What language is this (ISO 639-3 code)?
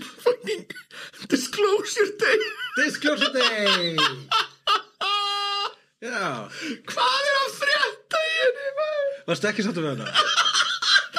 isl